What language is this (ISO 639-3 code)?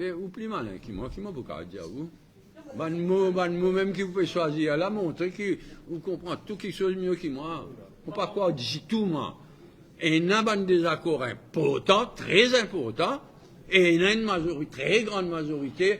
mfe